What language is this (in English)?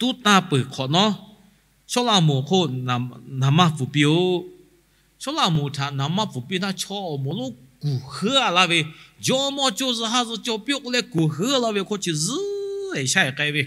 Lahu